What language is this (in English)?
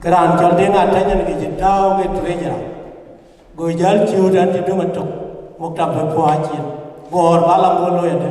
Dinka